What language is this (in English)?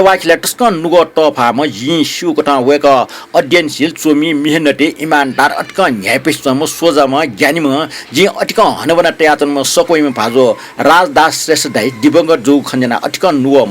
Newari